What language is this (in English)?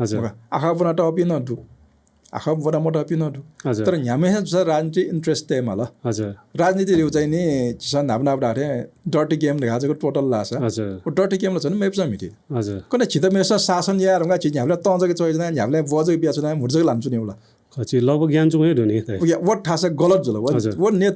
Newari